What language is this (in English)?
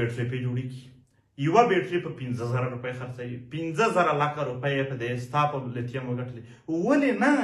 Pashto